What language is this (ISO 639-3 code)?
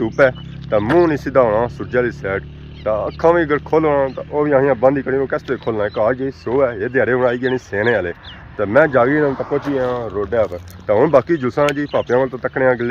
phr